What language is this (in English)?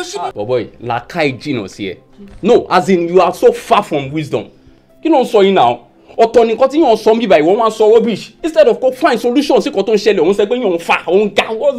Yoruba